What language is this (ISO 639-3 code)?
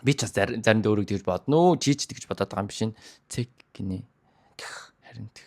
mon